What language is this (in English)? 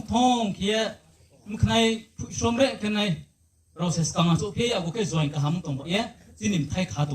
Riang (India)